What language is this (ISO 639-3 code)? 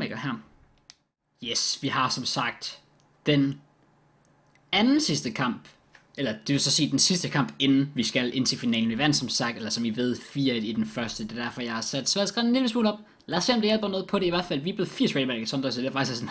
dan